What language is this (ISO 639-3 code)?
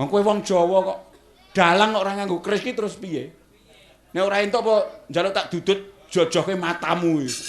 jav